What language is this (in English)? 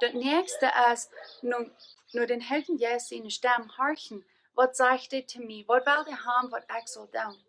Plautdietsch